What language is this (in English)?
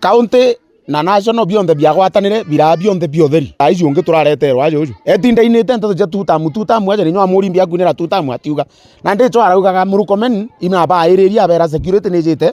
Meru